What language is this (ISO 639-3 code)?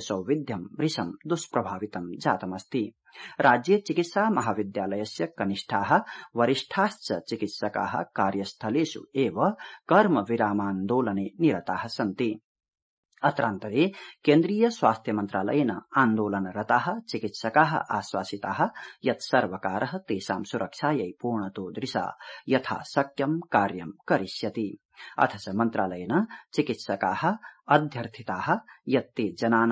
san